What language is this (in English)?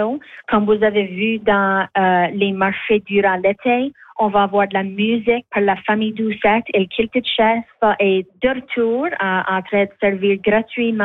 French